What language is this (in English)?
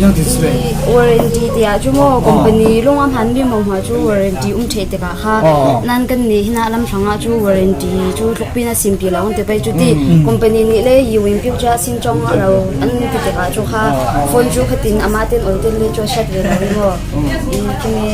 Falam Chin